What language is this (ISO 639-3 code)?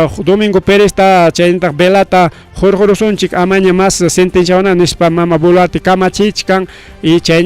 quy